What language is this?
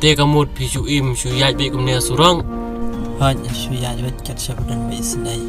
Khasi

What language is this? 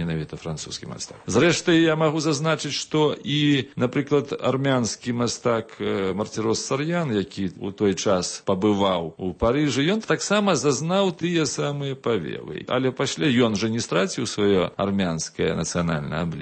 Belarusian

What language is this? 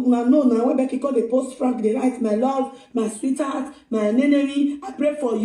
Nigerian Pidgin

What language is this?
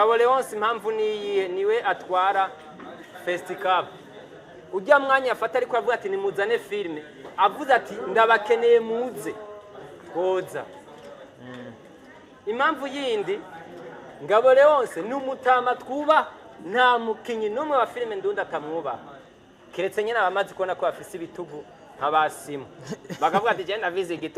Rundi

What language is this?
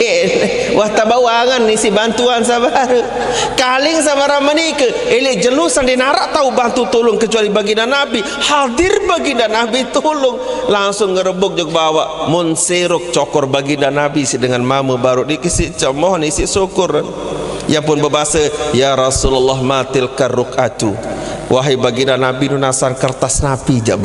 Sasak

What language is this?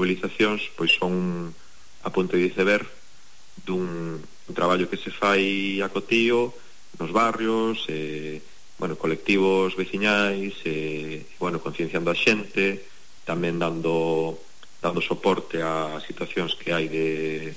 Galician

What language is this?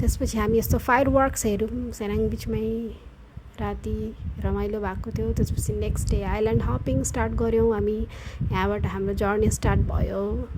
Nepali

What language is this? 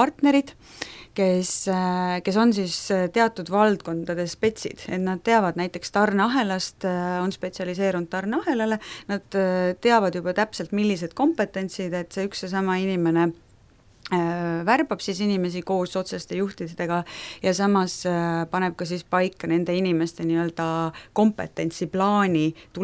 Estonian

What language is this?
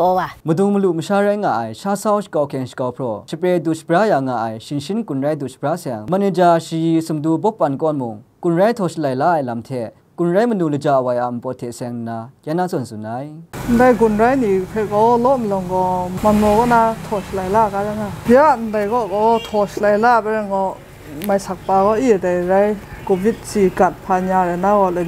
Kachin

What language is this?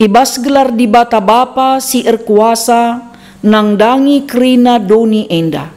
Batak Karo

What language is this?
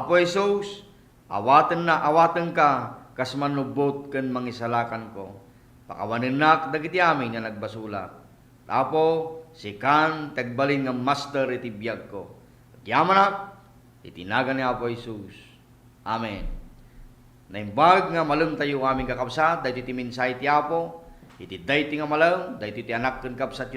Iloko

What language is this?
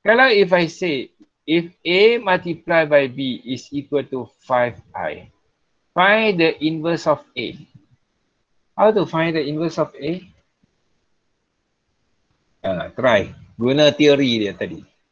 Malay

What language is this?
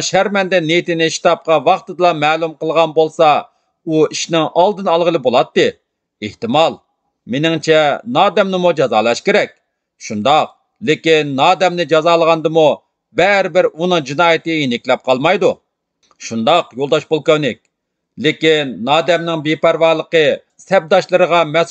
Uyghur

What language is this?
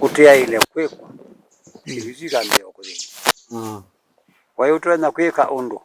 Kamba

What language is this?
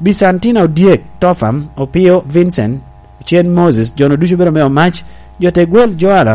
Lango (Uganda)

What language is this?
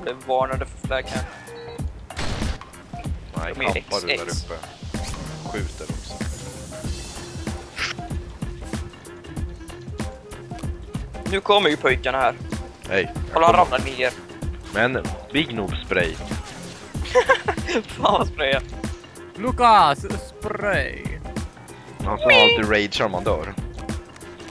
Swedish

